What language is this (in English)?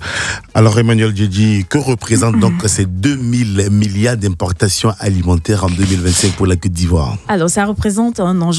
French